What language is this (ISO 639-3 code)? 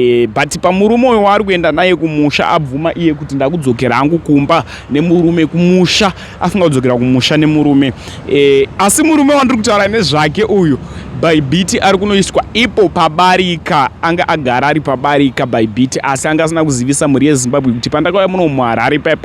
sna